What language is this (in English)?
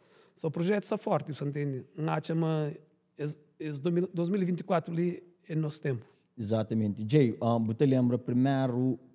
Kabuverdianu